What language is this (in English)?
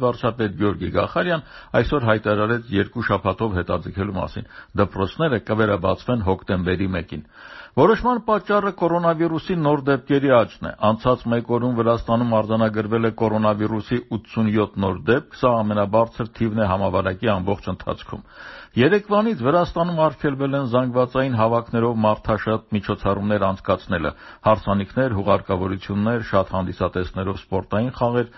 Armenian